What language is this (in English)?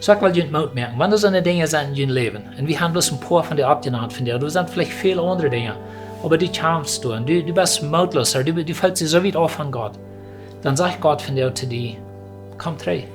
Plautdietsch